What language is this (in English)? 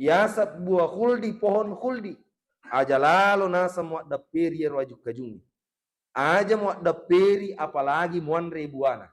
Buginese